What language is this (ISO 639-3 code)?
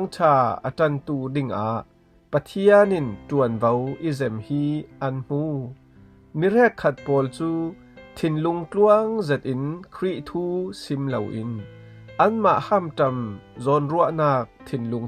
cfm